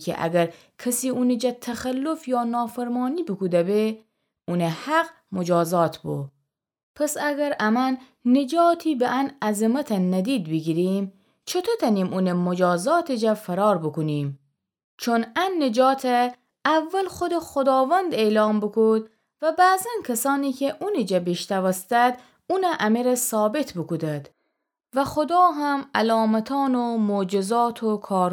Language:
Gilaki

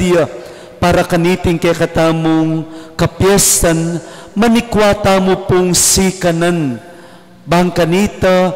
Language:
Pampanga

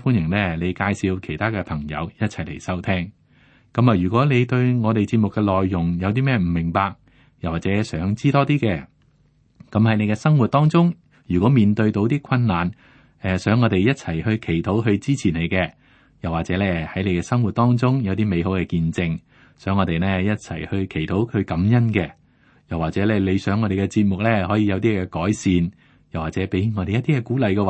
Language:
Cantonese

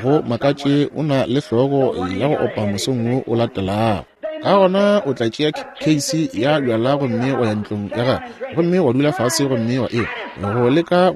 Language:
Northern Sotho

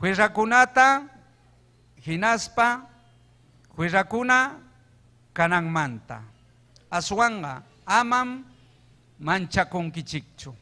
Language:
Ayacucho Quechua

